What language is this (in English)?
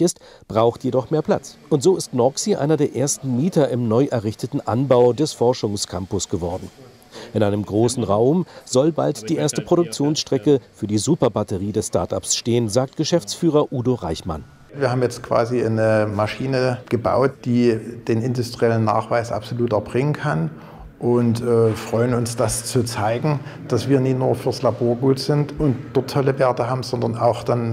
German